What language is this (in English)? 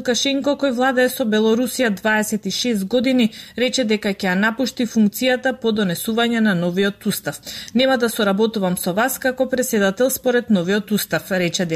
Macedonian